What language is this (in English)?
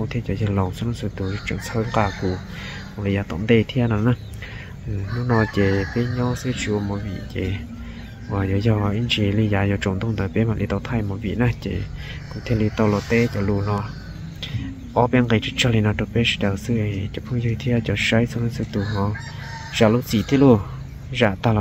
Vietnamese